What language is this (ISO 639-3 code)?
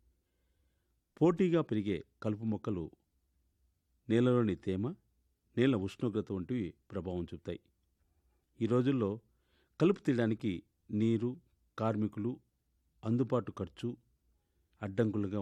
tel